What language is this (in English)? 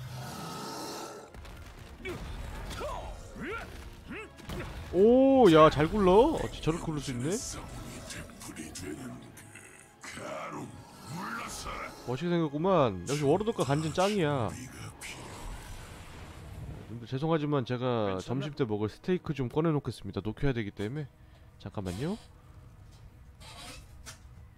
Korean